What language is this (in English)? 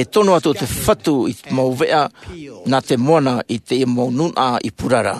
Tahitian